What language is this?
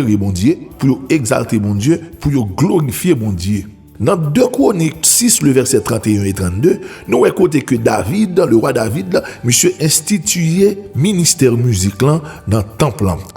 Haitian Creole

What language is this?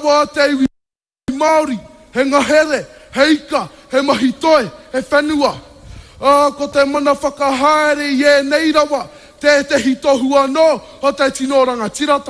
Māori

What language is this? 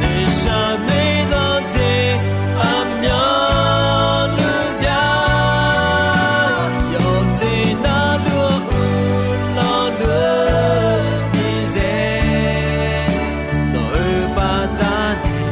Akha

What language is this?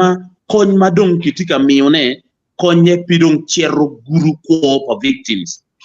Acoli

